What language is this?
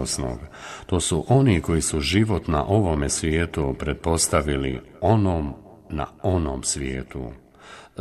Bosnian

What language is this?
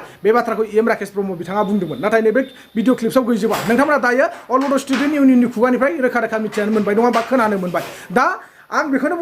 Bodo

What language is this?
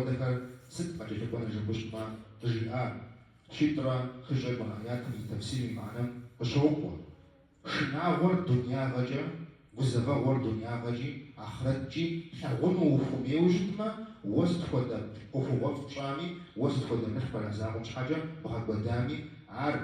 Kabardian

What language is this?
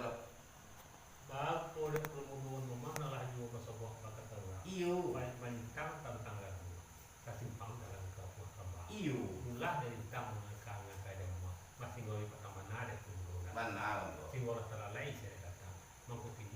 Minangkabau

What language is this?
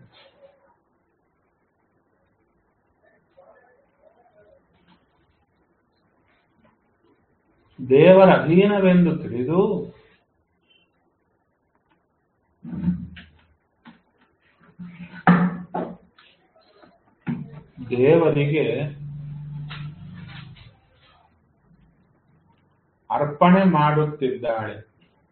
Kannada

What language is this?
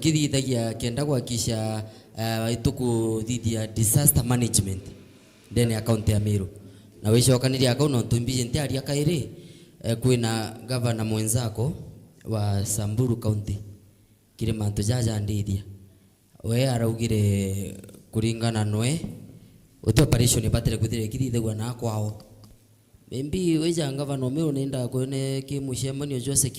Meru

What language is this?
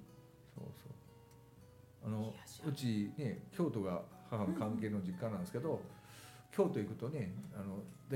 Japanese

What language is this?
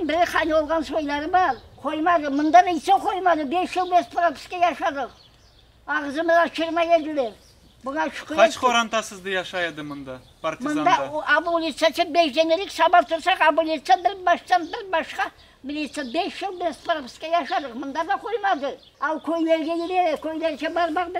Crimean Tatar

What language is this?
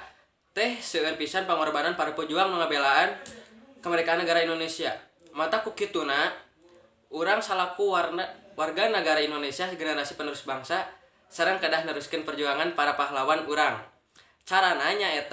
Sundanese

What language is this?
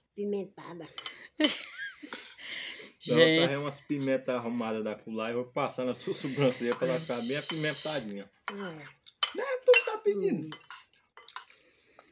Portuguese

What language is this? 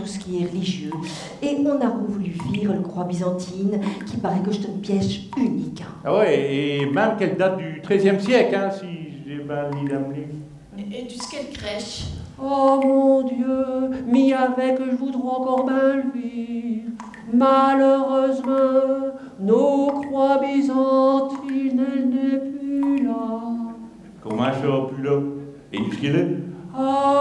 Picard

